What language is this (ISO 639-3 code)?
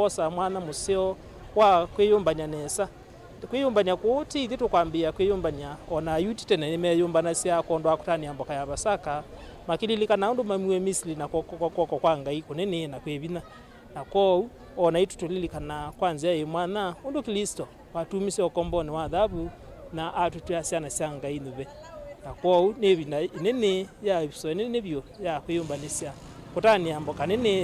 kam